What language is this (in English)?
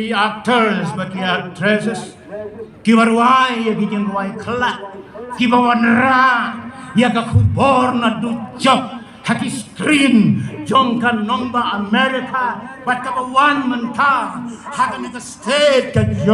Khasi